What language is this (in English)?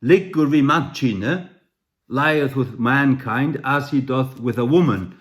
Faroese